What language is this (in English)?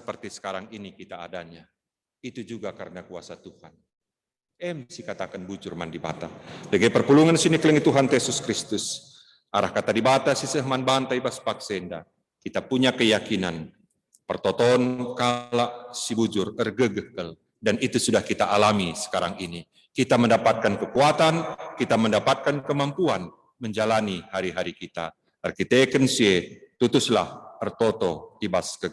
Batak Karo